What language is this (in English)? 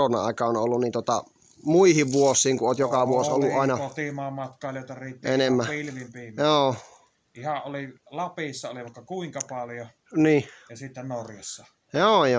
Finnish